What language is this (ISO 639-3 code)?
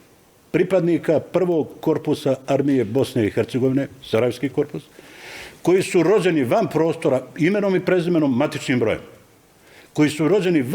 bos